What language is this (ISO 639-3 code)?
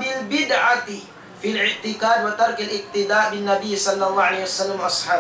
tsg